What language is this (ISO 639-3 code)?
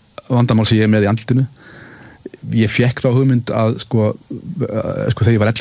isl